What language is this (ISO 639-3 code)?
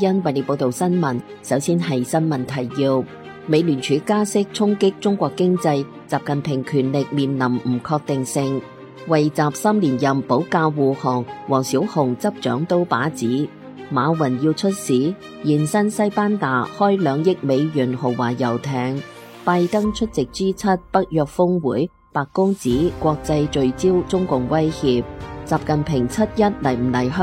yue